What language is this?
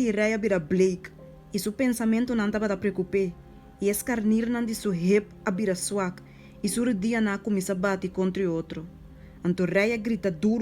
Papiamento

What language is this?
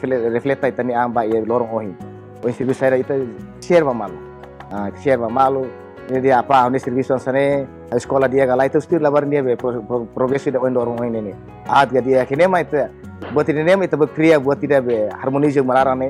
Tetum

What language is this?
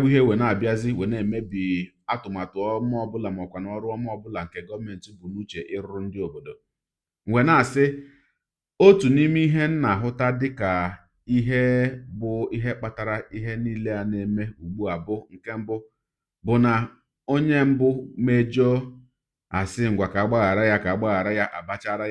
Igbo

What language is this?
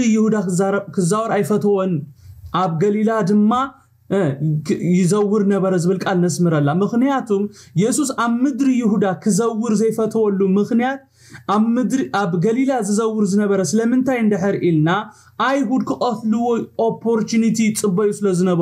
Tigrinya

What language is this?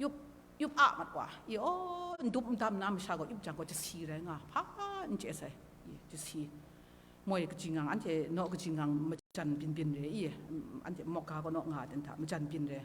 Kachin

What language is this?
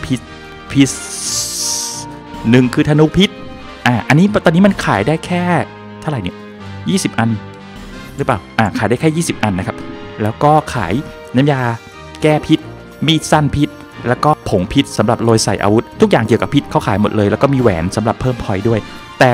Thai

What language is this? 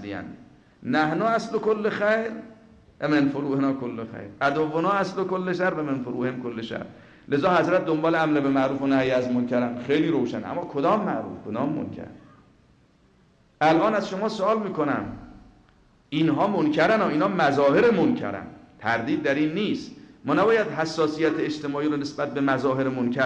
Persian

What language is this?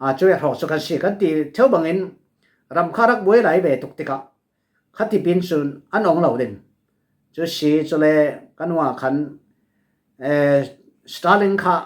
Falam Chin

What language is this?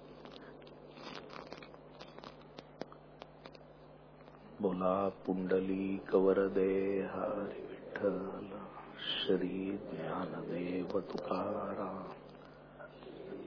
Marathi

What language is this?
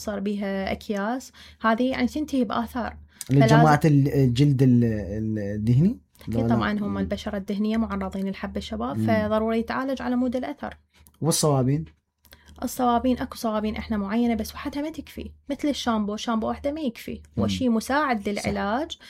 Mesopotamian Arabic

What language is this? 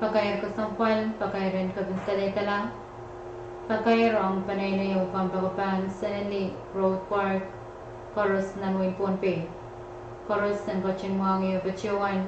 Pohnpeian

